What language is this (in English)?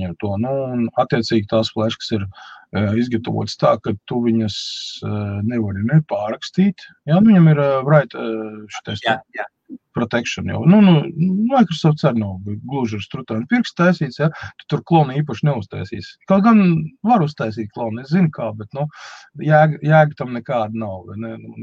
Latvian